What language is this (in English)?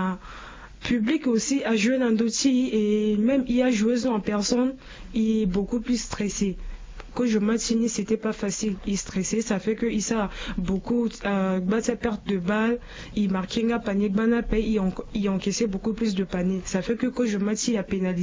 Sango